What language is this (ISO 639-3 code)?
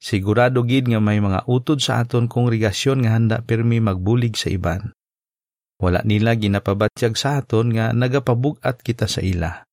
hil